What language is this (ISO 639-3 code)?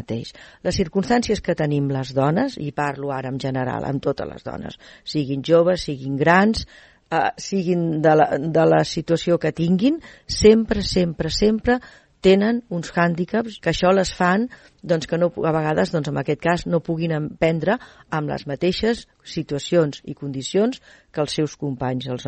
cat